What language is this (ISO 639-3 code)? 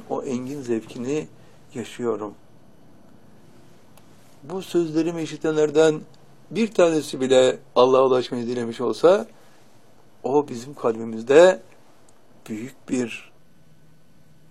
tur